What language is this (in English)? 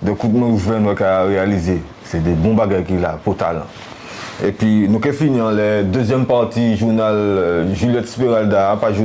Guadeloupean Creole French